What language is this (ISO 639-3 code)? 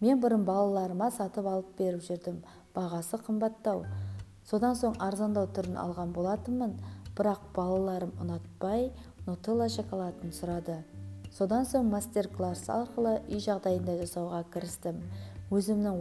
kaz